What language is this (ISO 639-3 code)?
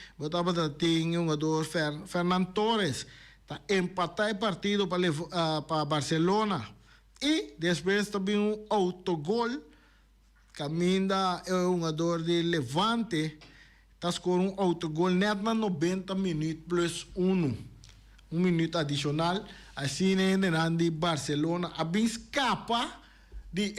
pap